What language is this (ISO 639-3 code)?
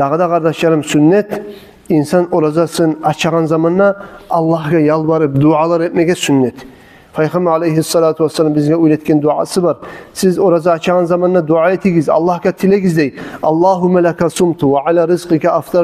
kum